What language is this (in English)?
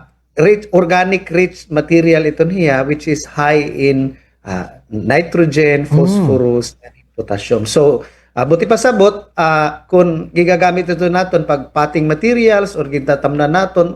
Waray